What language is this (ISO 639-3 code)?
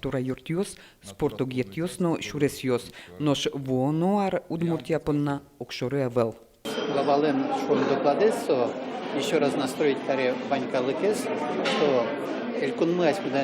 udm